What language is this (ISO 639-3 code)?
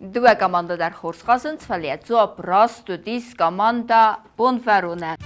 oss